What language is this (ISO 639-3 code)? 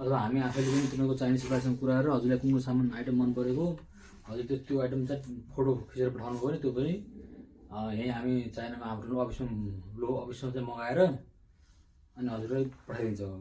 nep